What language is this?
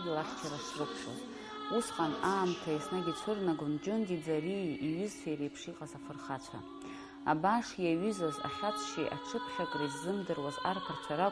Abkhazian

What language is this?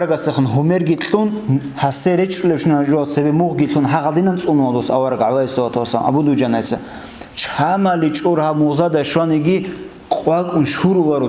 Avaric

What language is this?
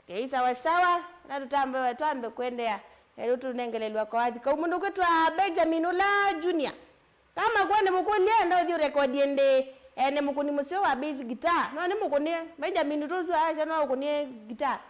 Kamba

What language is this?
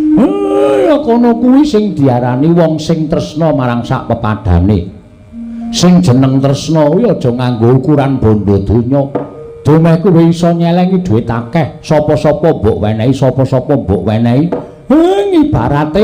Javanese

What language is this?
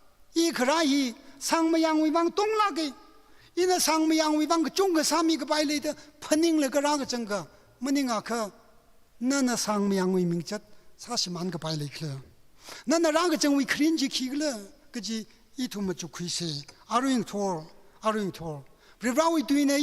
Tangkhul Naga (India)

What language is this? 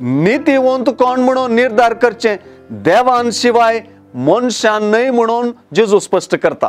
Konkani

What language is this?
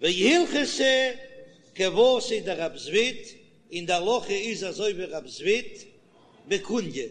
Yiddish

